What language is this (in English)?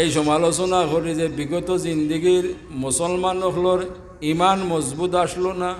Sylheti